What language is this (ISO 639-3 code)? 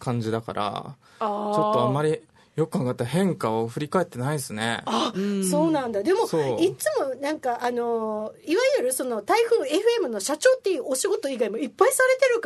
jpn